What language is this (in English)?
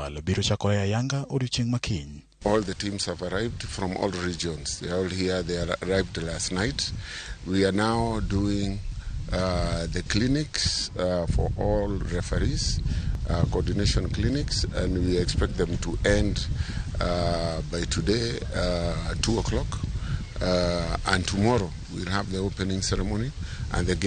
Luo (Kenya and Tanzania)